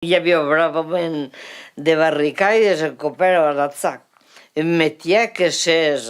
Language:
Occitan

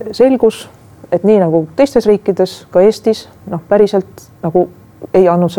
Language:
Estonian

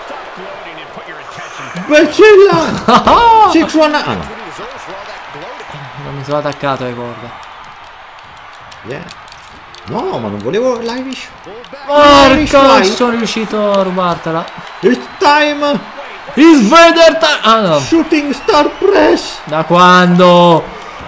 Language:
Italian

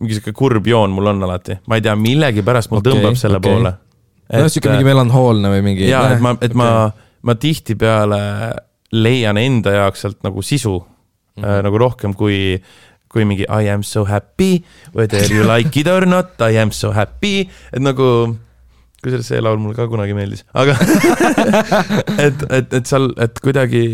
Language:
Estonian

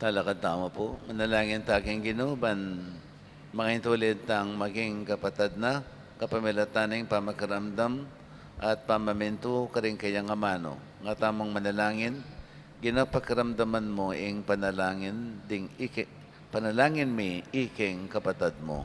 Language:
Pampanga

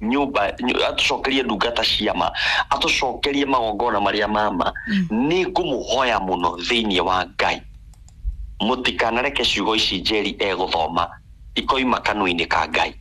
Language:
Kikuyu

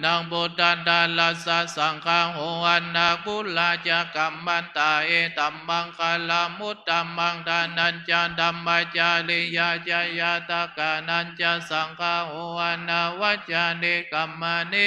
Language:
Pali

